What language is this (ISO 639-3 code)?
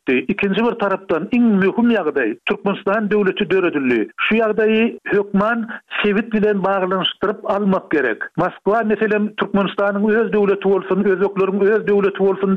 tuk